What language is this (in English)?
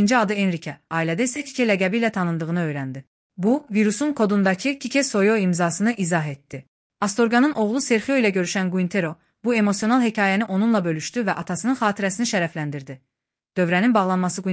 Azerbaijani